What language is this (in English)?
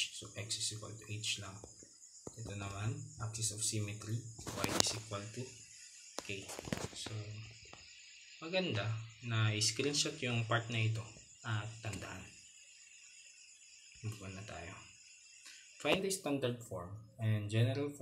Filipino